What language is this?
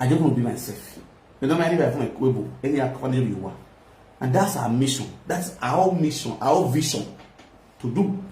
Nigerian Pidgin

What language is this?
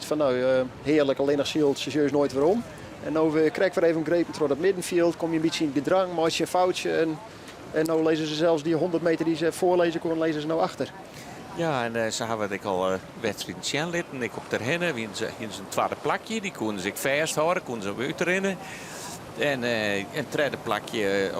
Western Frisian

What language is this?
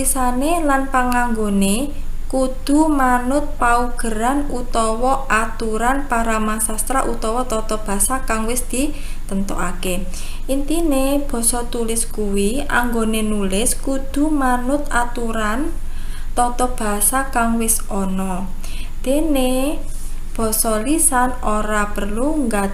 Javanese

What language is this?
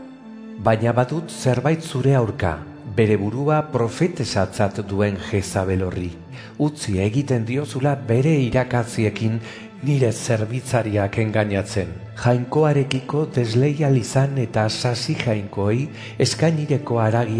Basque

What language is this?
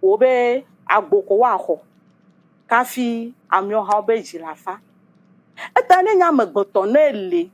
Ewe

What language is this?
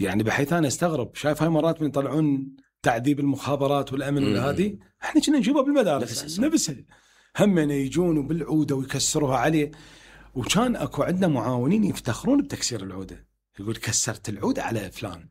Mesopotamian Arabic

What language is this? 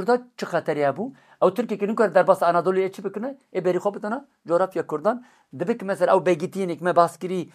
Kurdish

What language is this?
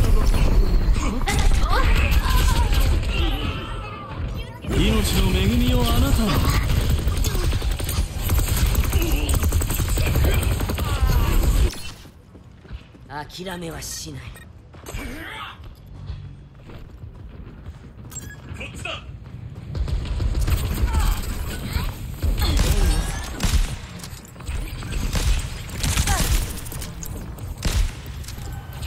Japanese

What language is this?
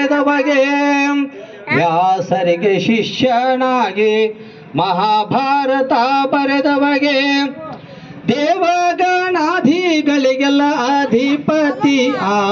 Kannada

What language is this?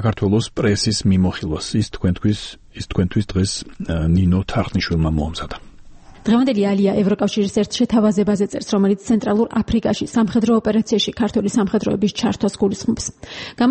Georgian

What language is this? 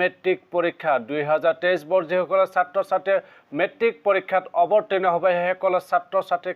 Assamese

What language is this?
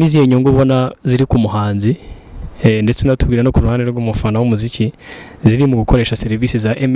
Kinyarwanda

